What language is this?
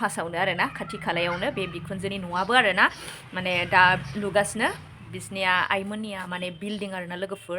Bodo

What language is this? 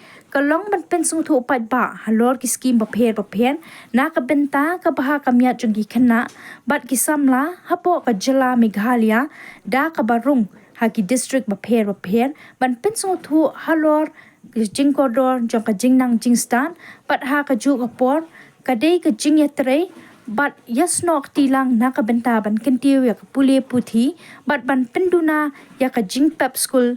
Khasi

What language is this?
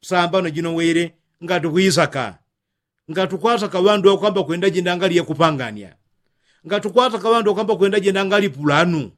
Yao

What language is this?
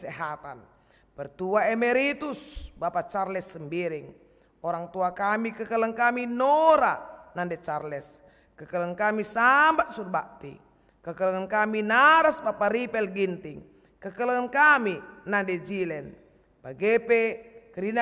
Batak Karo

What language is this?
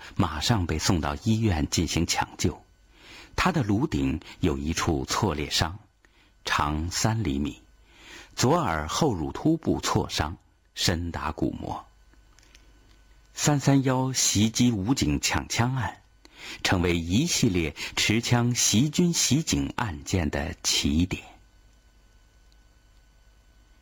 Chinese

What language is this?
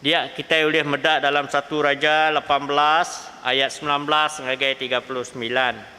Iban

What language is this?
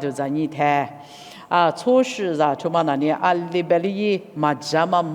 Lisu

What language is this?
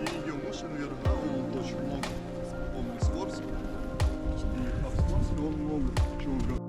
Crimean Tatar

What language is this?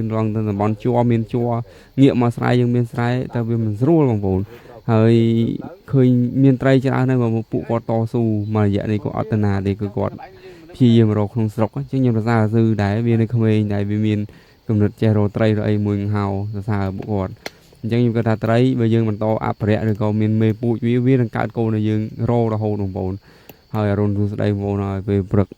Khmer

